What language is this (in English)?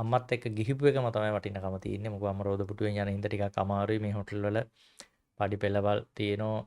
Sinhala